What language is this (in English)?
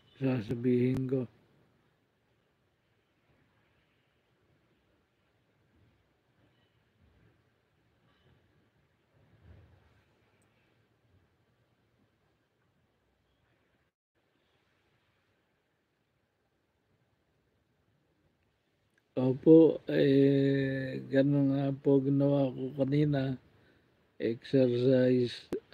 Filipino